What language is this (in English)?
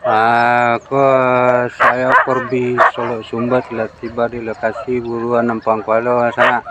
Minangkabau